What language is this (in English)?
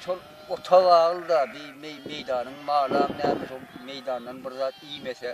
Turkmen